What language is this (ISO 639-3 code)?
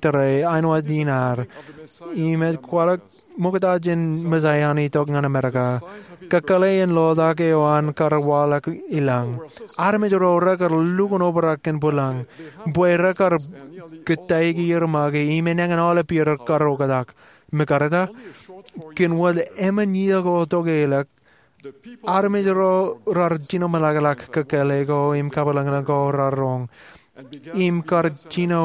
mah